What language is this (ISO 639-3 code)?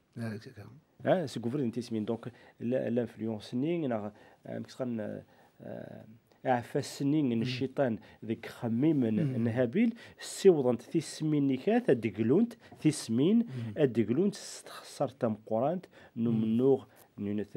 kab